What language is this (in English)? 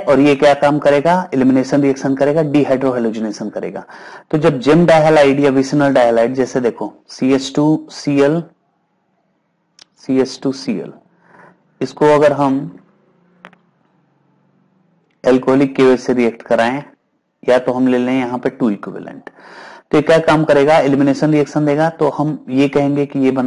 Hindi